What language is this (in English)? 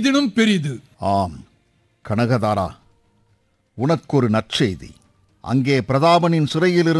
Tamil